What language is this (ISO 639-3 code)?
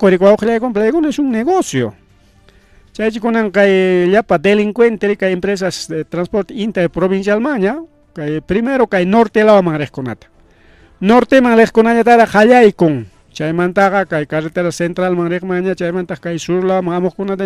quy